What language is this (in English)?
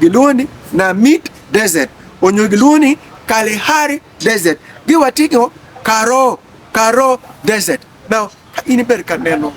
Acoli